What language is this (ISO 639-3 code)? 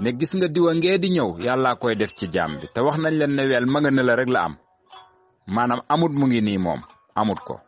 wol